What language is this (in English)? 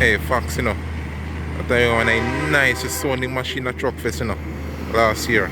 Jamaican Creole English